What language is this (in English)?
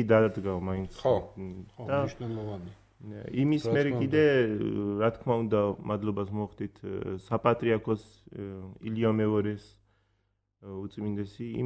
Georgian